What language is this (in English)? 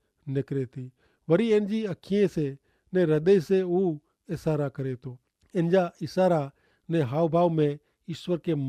Kachhi